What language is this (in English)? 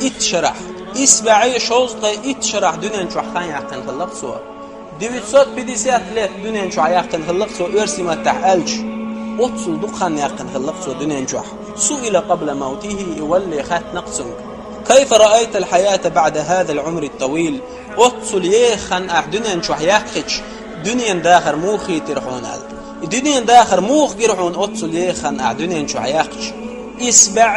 Chechen